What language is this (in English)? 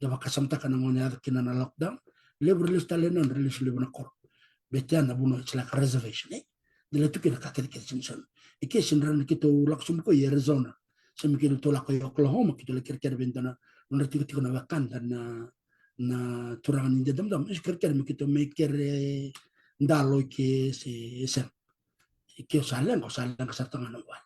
Fijian